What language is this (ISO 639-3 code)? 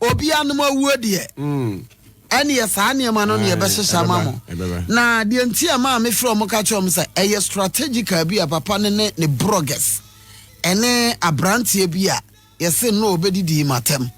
aka